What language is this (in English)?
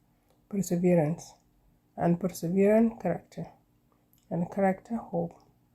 Nuer